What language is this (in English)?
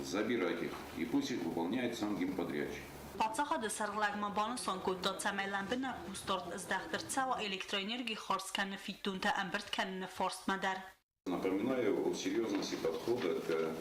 Ossetic